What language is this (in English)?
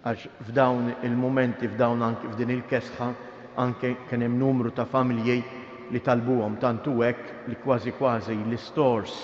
Maltese